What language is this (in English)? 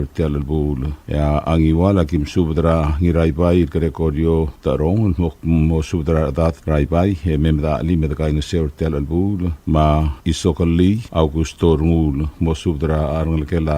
Palauan